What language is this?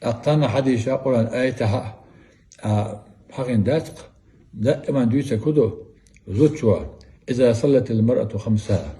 Chechen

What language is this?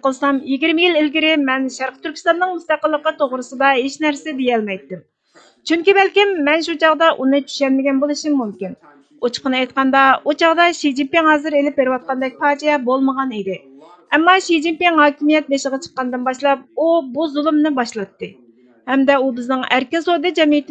Uyghur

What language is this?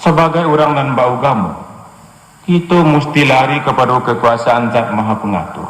Minangkabau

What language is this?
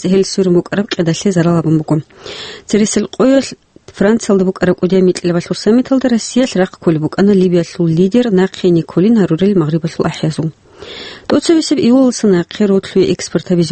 Avaric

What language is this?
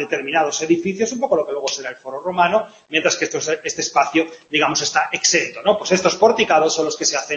Spanish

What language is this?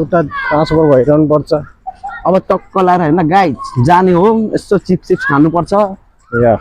Nepali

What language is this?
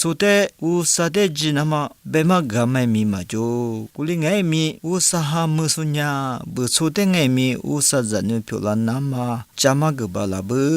Lisu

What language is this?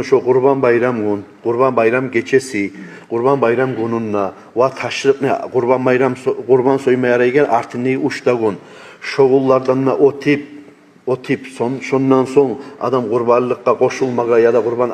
Kumyk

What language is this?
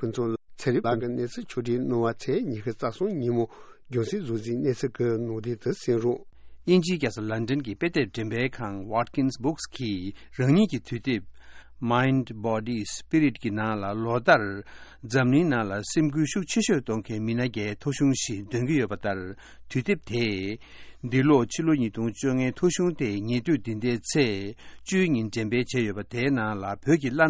Tibetan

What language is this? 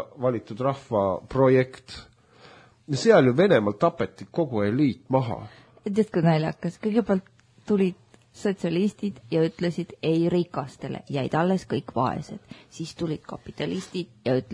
Estonian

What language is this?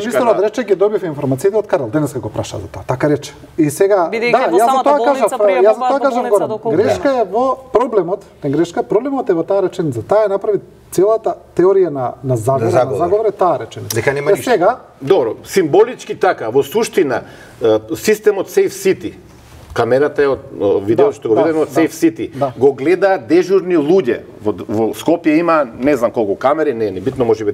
Macedonian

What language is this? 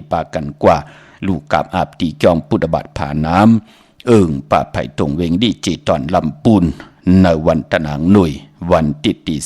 Shan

